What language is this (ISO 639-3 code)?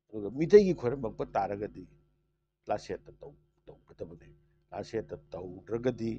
mni